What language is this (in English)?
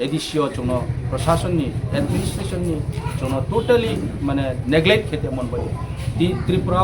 Kok Borok